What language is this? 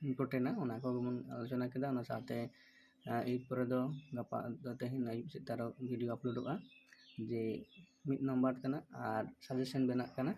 Santali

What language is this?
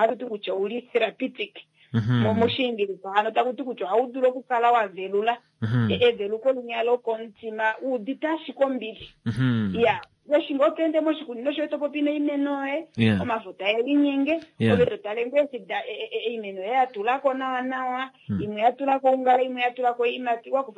Kuanyama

